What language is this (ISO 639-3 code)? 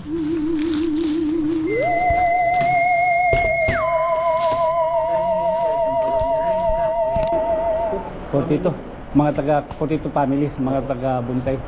war